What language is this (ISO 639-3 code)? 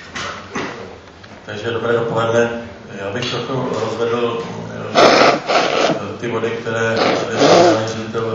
ces